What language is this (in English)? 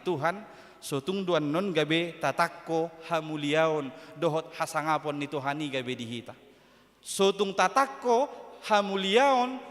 Batak Toba